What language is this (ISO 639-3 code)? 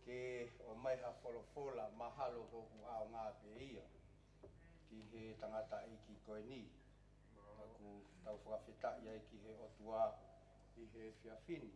ton